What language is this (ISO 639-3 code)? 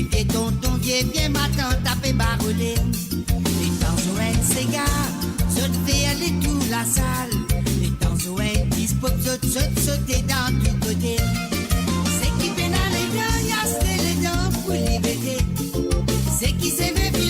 mfe